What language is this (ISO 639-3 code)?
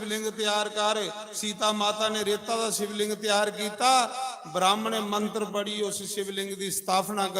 doi